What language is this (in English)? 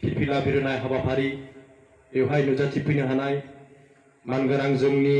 Bodo